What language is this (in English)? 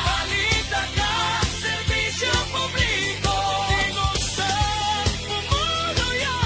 Hiligaynon